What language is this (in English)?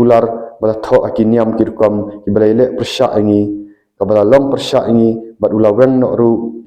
Khasi